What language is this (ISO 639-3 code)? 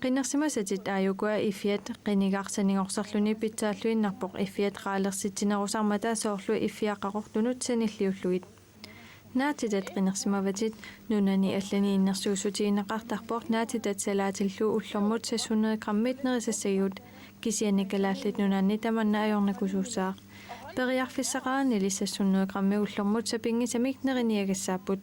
kal